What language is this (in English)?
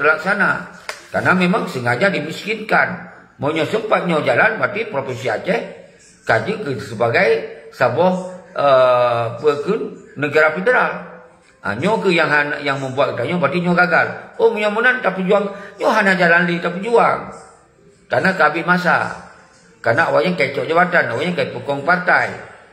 Achinese